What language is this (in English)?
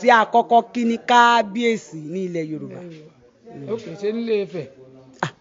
Yoruba